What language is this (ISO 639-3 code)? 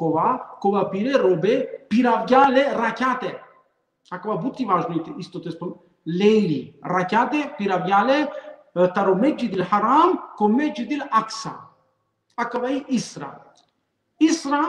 rmn